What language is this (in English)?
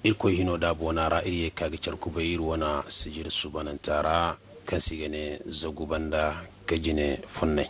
Zarma